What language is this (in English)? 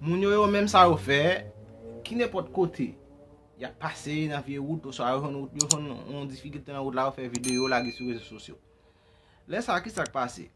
Haitian Creole